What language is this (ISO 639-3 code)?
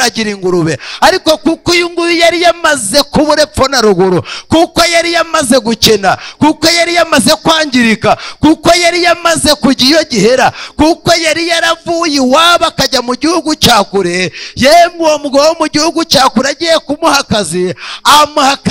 kin